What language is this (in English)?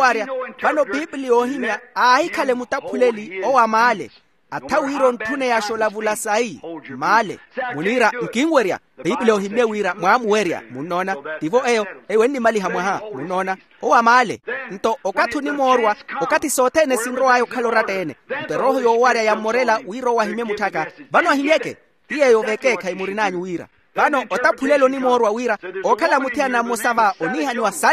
Makhuwa